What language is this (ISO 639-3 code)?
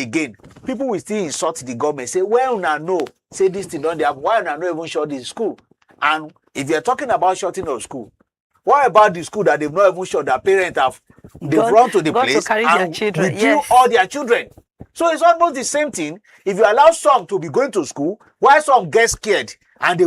pcm